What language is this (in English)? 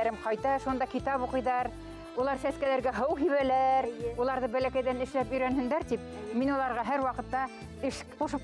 Bashkir